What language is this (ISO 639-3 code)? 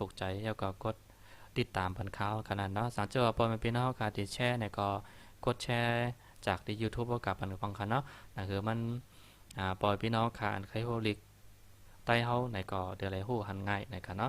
shn